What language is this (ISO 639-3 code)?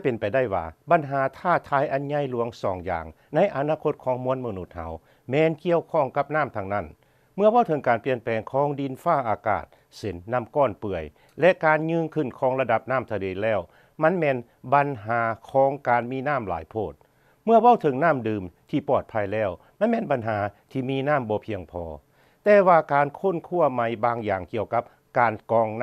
lao